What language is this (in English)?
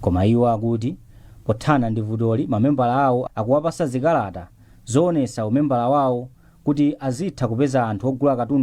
Nyanja